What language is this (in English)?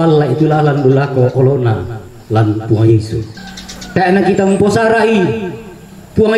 Toraja-Sa'dan